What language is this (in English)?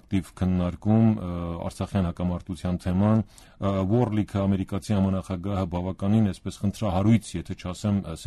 Armenian